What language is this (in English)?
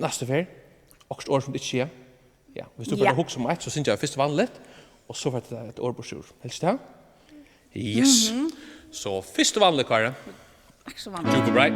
Faroese